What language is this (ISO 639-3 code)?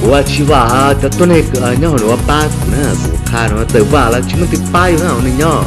hmn